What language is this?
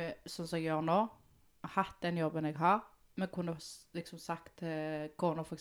Norwegian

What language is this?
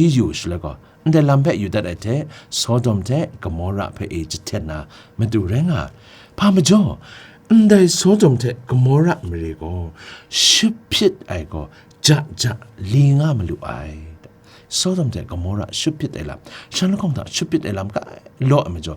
Kachin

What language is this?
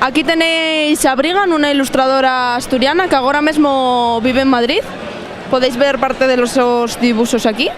Asturian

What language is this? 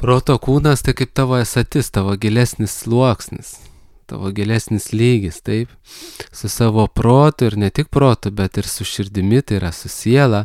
Lithuanian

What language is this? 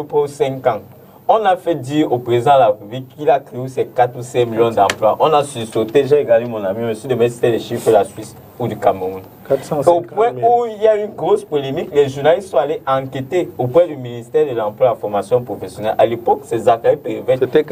French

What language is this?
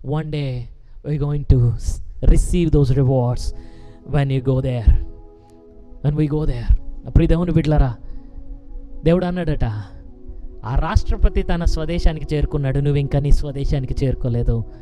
Telugu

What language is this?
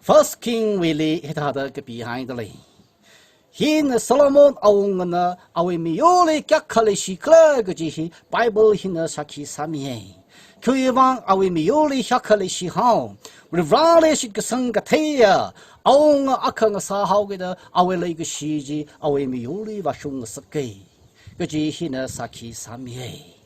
Tangkhul Naga (India)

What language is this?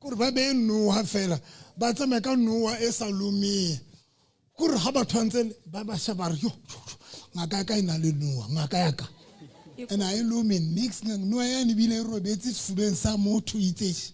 Southern Sotho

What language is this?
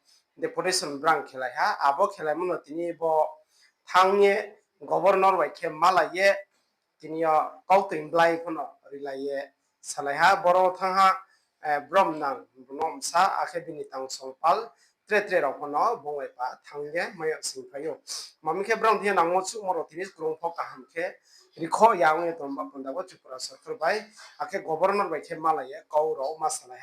Riang (India)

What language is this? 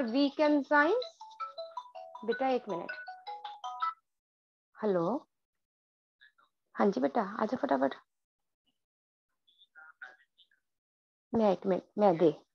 Hindi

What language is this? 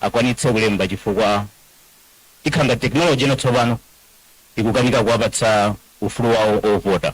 Nyanja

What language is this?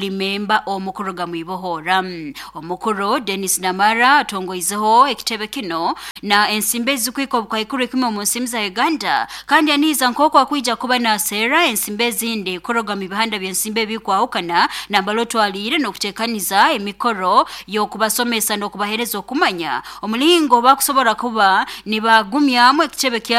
Nyoro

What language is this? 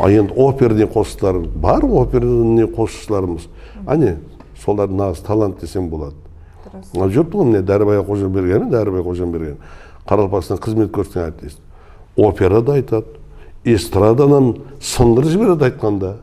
Kara-Kalpak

